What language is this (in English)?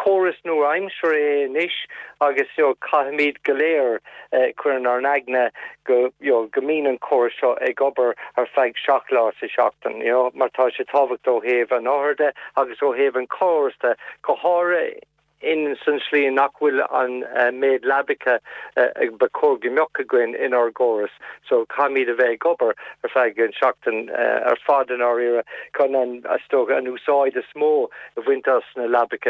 Irish